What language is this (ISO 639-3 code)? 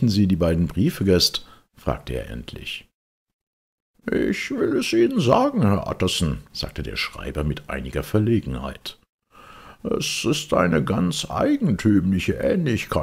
deu